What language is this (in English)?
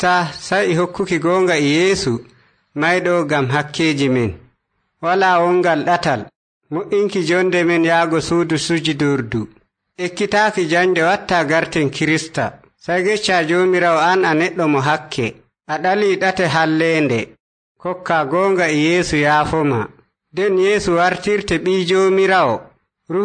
Nigerian Fulfulde